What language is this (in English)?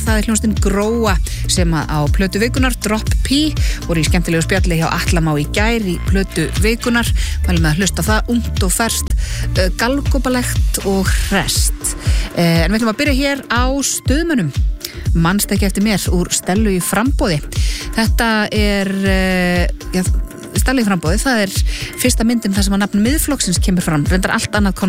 Icelandic